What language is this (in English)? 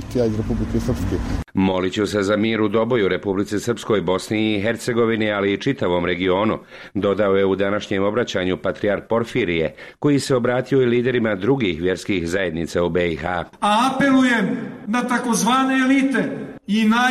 Bosnian